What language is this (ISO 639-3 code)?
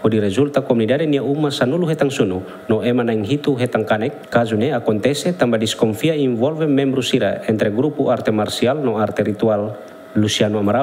tet